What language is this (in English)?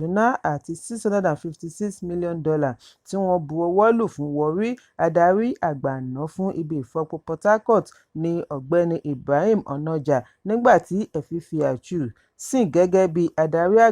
Yoruba